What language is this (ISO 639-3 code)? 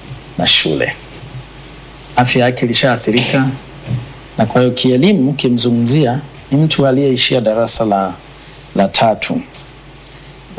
swa